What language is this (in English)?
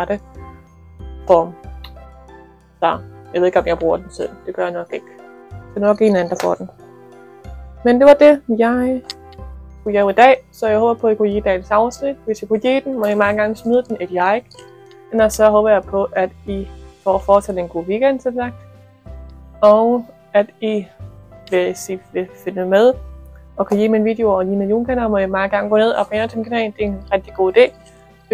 Danish